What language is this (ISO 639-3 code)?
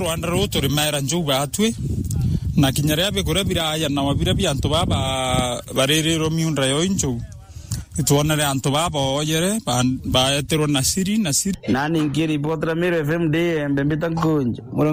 mer